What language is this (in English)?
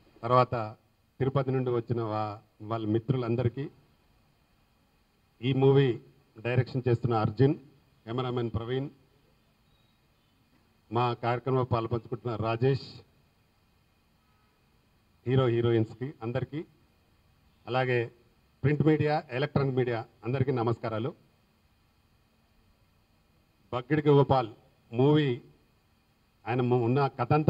Telugu